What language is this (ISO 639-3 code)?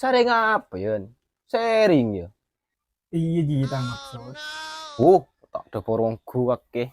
mad